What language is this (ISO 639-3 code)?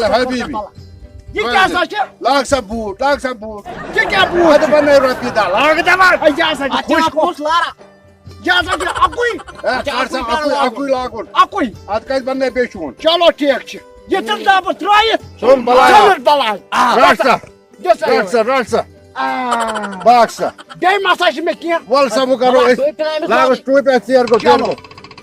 kas